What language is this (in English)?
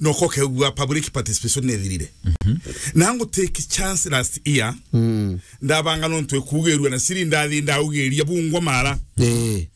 Meru